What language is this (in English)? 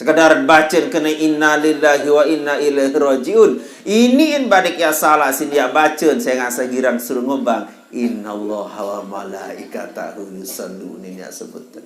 Sasak